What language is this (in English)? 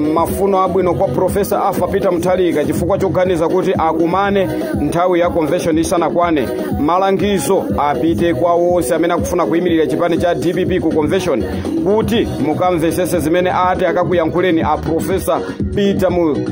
Nyanja